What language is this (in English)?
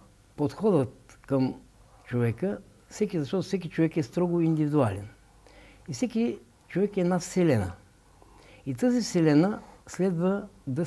Bulgarian